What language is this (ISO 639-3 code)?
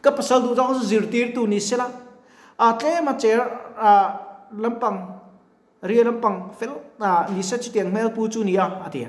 lus